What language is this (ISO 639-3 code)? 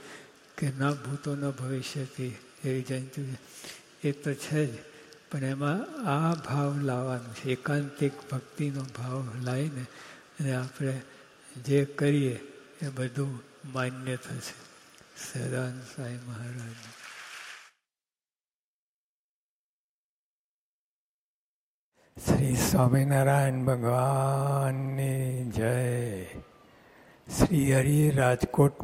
guj